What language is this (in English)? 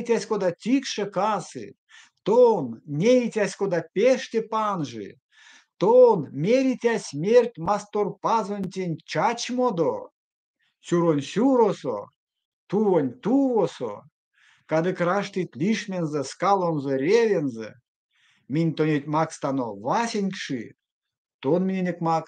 Erzya